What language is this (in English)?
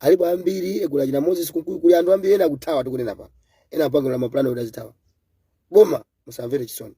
Nyanja